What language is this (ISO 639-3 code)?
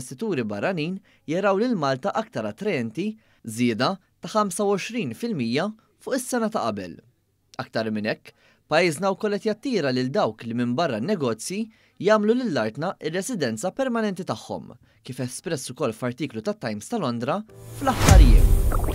mlt